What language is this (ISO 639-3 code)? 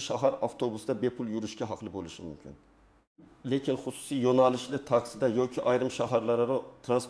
uzb